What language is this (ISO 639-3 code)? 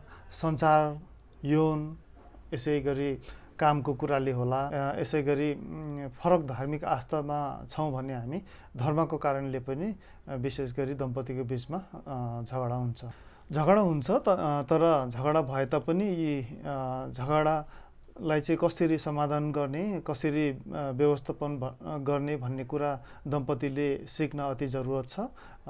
nep